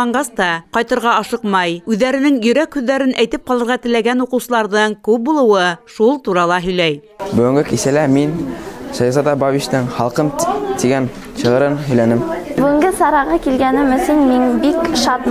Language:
Bashkir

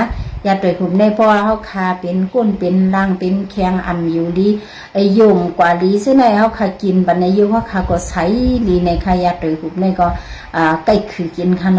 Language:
Shan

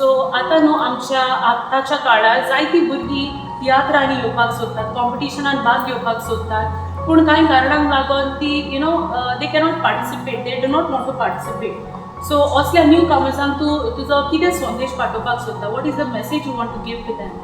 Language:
Konkani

